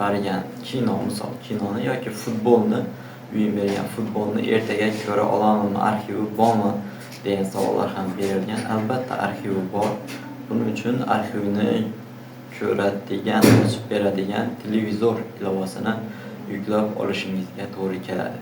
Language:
Uzbek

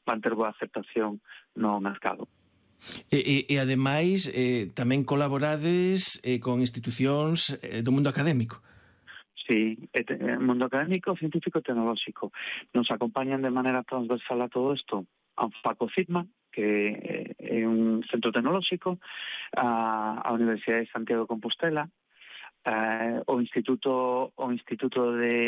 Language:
Galician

